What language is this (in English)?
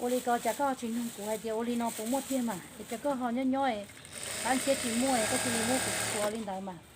Hmong